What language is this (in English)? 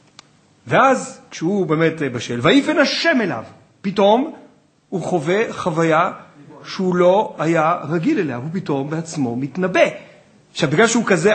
Hebrew